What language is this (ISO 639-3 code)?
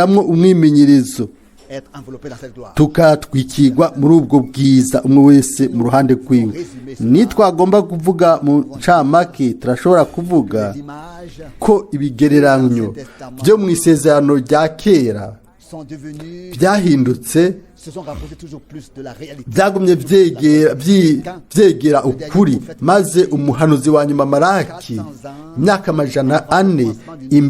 run